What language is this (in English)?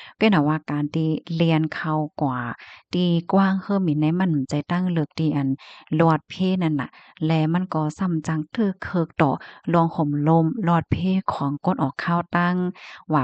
Shan